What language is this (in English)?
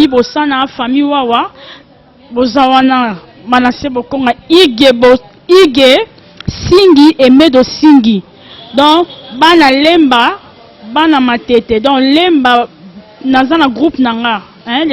Lingala